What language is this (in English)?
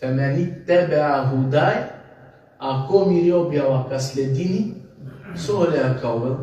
Balkan Romani